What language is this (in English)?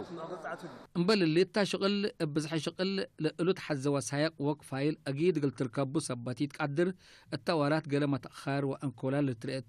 Tigre